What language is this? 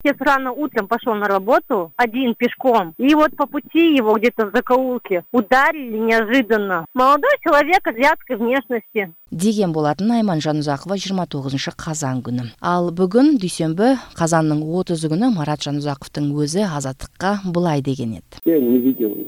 Kyrgyz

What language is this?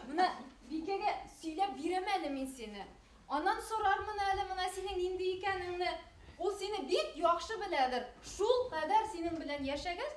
Bashkir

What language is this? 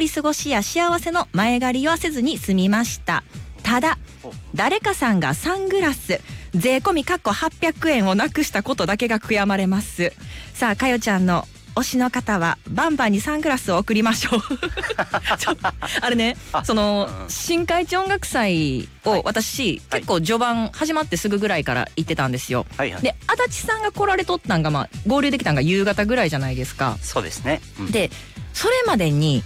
Japanese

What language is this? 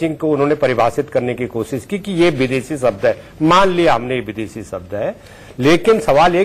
Hindi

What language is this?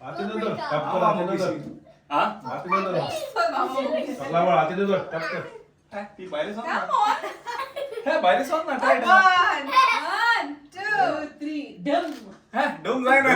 Konkani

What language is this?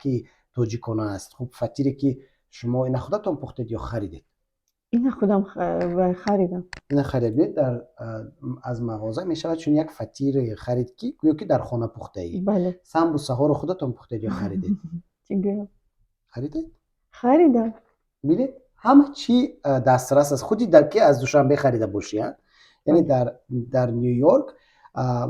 Tajik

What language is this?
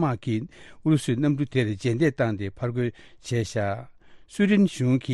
Tibetan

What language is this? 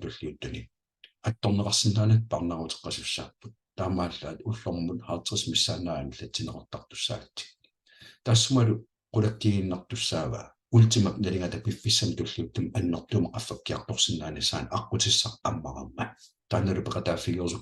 Kalaallisut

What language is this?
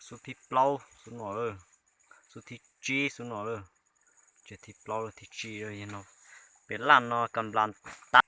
Hmong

